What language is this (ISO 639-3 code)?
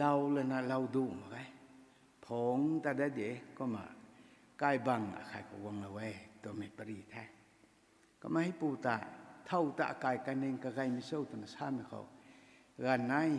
nbu